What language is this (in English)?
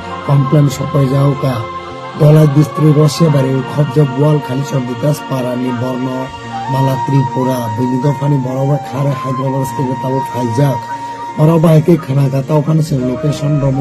Kok Borok